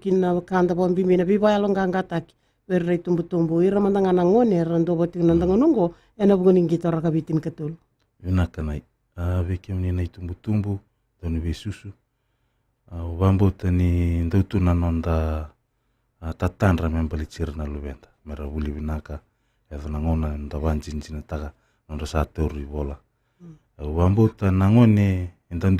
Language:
Fijian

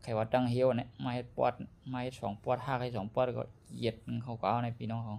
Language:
Shan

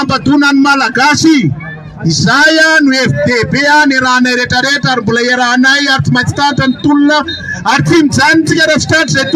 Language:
Malagasy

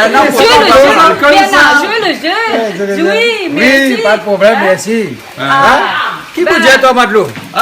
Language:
Réunion Creole French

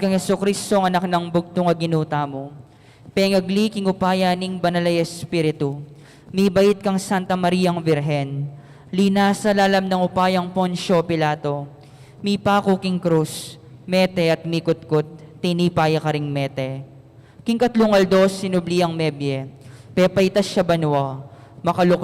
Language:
Pampanga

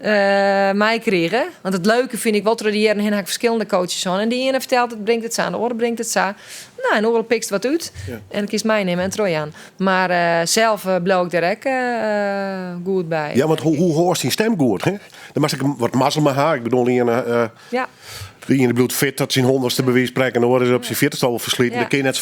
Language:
Western Frisian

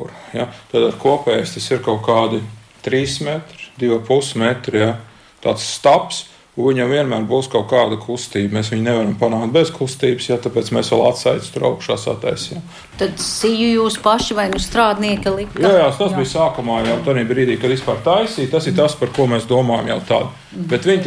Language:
Latvian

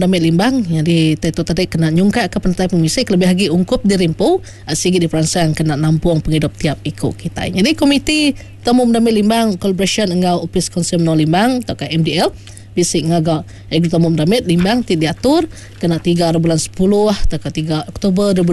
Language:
Iban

